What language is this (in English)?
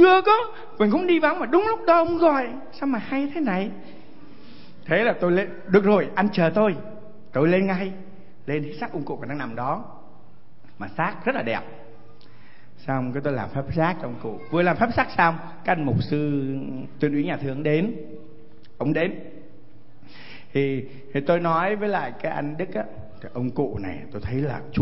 Vietnamese